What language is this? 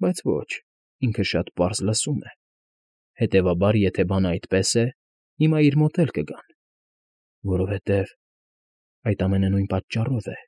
Armenian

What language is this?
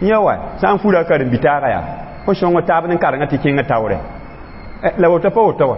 Mossi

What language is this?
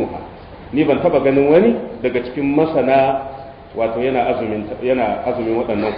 Hausa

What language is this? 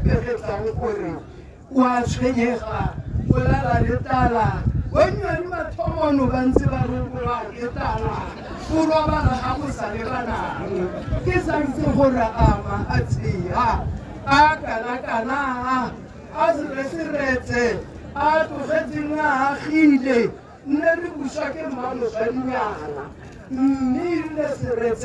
Tswana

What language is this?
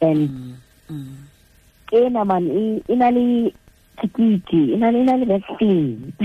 Tswana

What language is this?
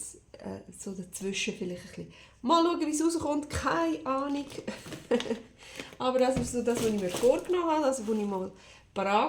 Swiss German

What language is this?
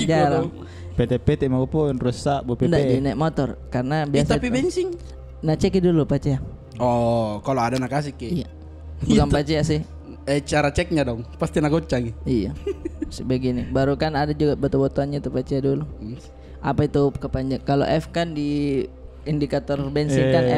Makassar Malay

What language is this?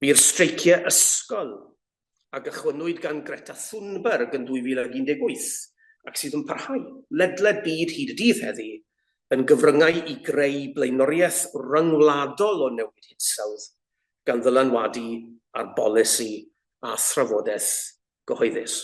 Welsh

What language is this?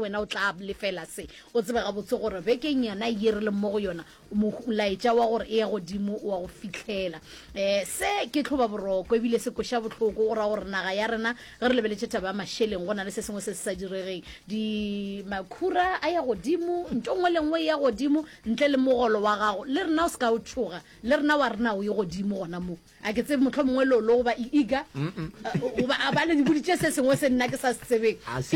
Northern Sotho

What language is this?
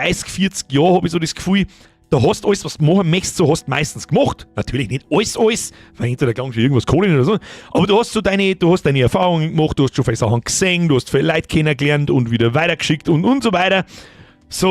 Bavarian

